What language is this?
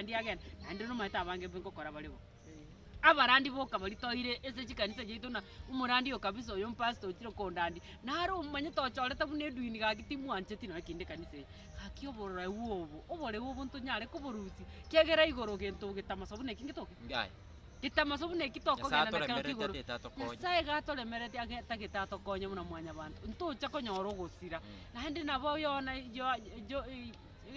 Gusii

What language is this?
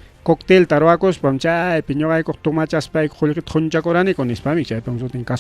Ayacucho Quechua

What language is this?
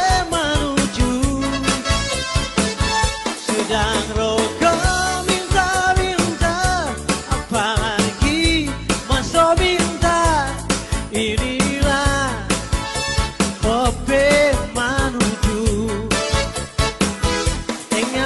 Indonesian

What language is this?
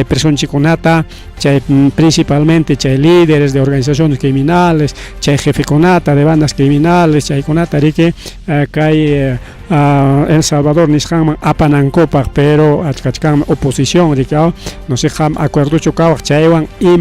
Ayacucho Quechua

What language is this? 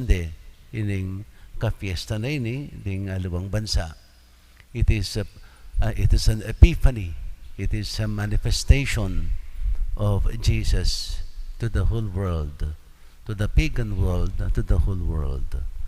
Pampanga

